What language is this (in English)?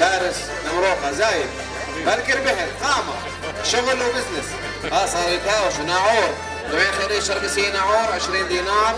North Levantine Arabic